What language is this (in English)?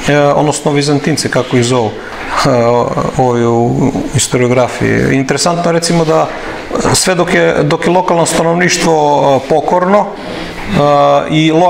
Serbian